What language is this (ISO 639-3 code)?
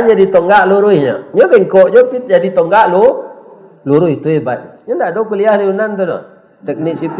min